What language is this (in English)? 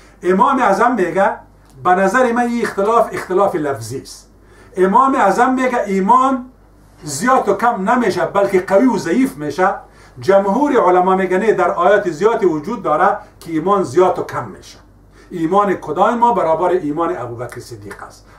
Persian